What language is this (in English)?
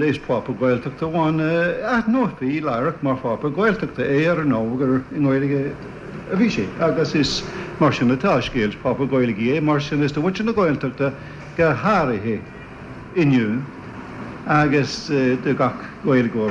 Irish